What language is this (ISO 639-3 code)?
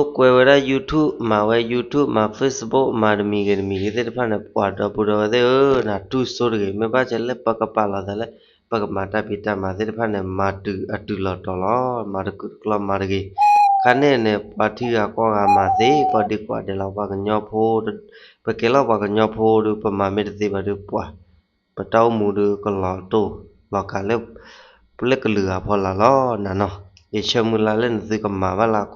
ksw